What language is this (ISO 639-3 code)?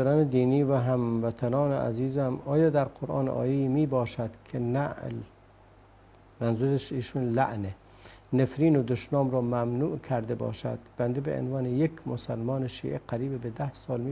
fas